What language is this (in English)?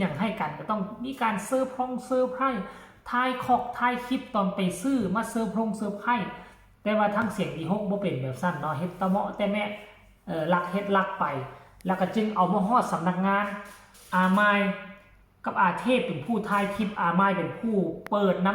Northeastern Thai